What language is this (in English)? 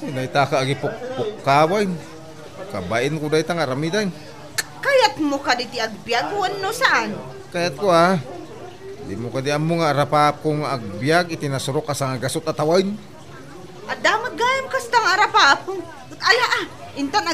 Iloko